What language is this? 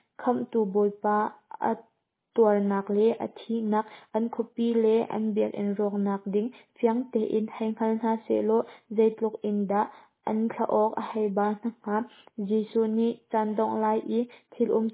Hakha Chin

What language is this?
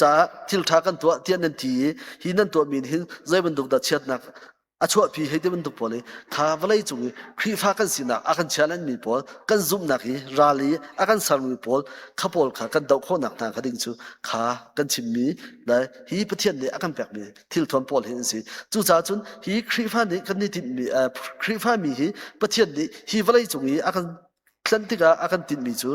Hakha Chin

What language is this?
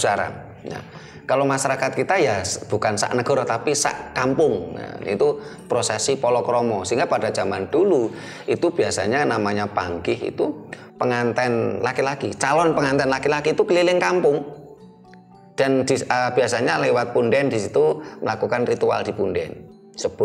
Indonesian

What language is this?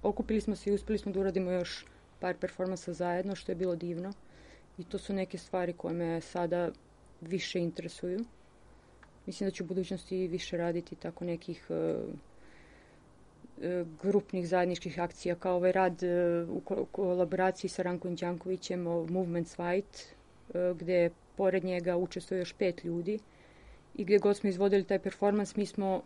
Serbian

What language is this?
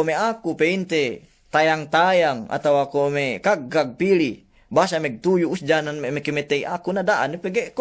Yakan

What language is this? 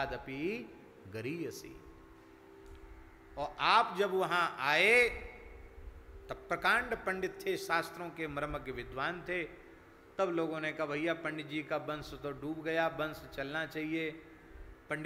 Hindi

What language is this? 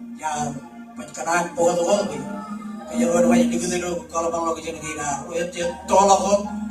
Marshallese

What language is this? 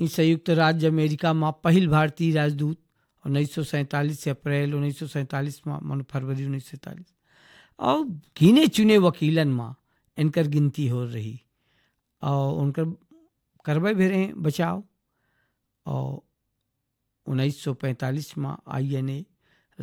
Bhojpuri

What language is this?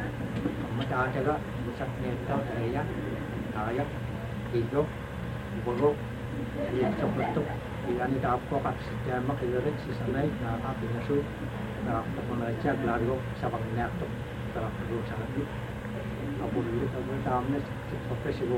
Indonesian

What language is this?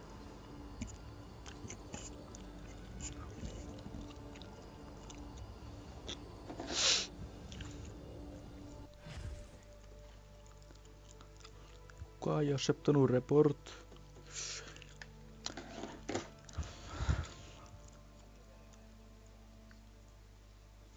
Finnish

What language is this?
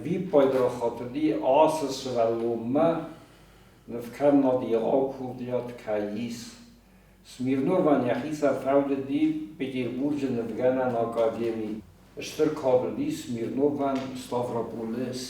Ossetic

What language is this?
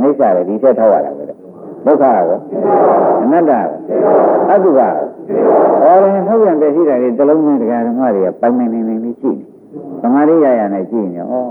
Burmese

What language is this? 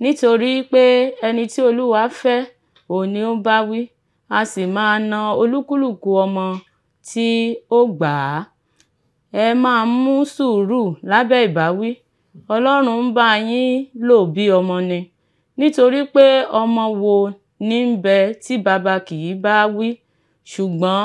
Yoruba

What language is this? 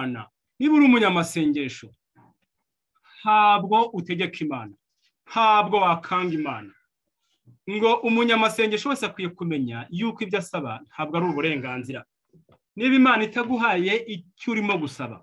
Kinyarwanda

